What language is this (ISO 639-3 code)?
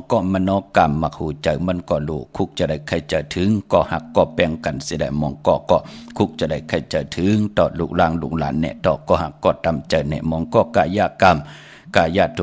shn